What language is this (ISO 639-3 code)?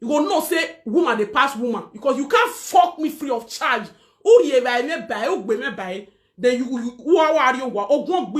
pcm